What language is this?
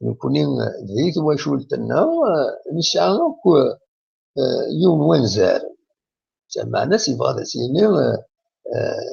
Kabyle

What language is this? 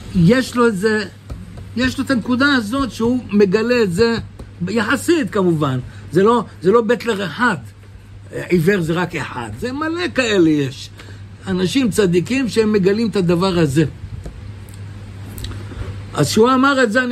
Hebrew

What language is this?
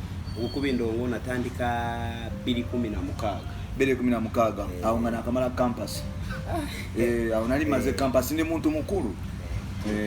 Ganda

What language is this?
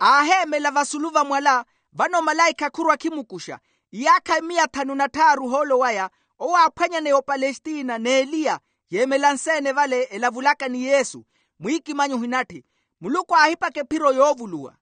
Makhuwa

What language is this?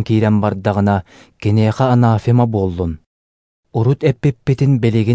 Yakut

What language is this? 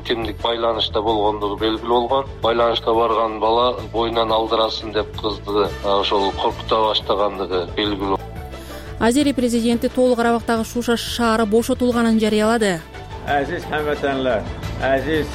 Kyrgyz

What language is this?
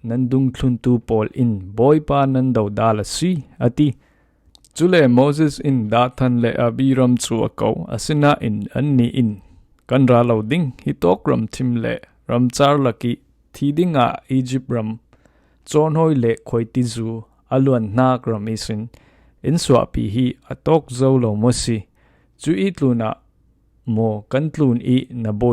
Falam Chin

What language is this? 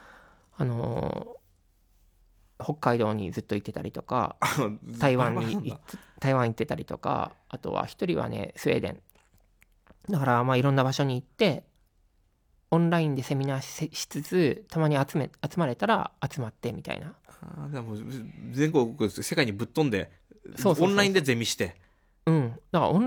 Japanese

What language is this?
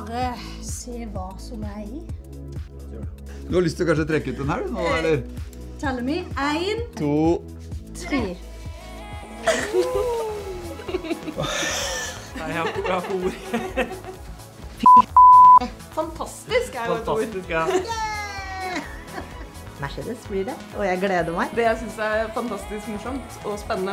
Norwegian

